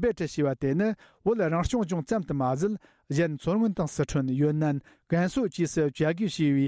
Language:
Tibetan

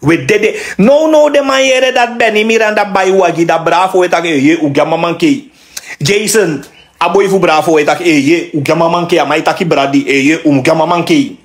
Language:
Sranan Tongo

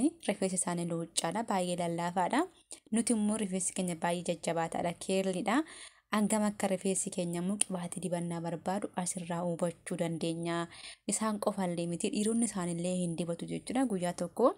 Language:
Oromo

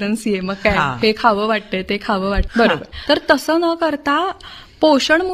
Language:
Marathi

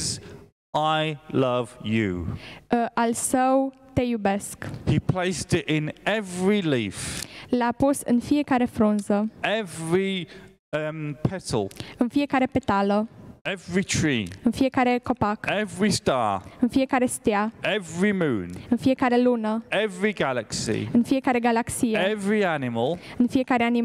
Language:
Romanian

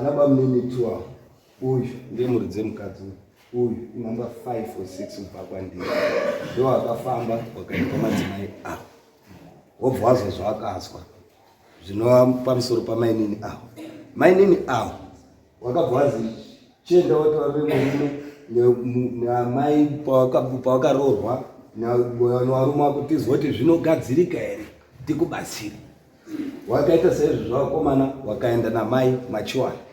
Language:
Shona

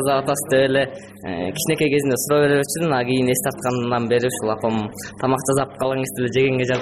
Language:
Kyrgyz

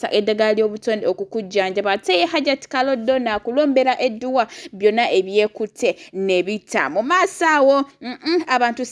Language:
Ganda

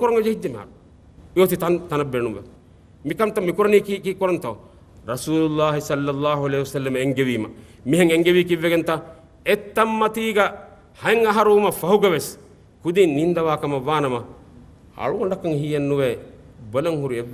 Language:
Divehi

